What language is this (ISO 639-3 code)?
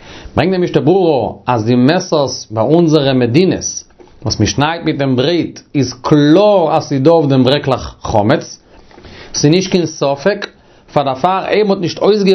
yid